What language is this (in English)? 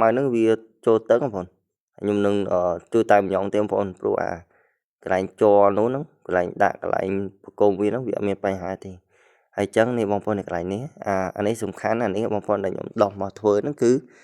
Khmer